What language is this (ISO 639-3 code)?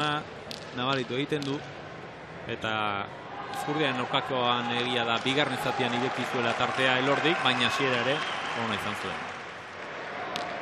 eus